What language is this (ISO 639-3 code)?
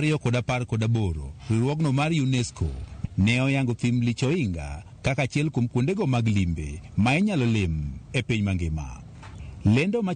luo